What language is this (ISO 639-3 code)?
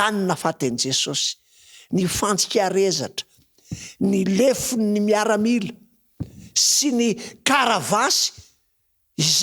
mlg